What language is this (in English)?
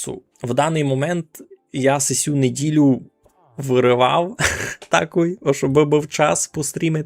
Rusyn